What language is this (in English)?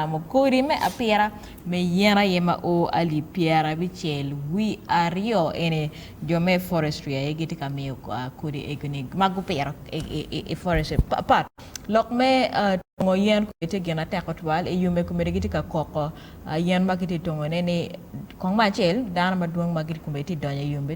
Acoli